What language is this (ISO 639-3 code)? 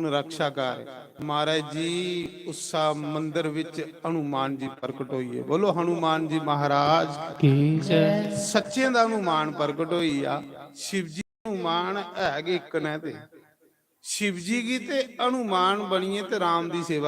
doi